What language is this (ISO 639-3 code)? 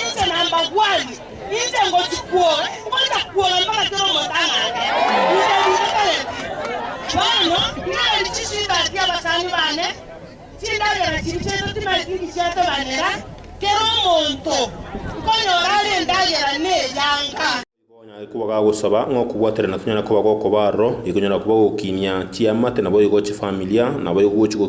guz